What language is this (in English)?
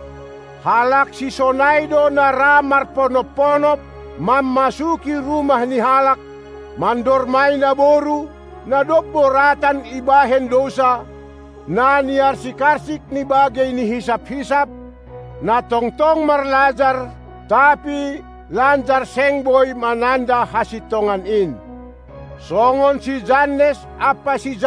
Batak Simalungun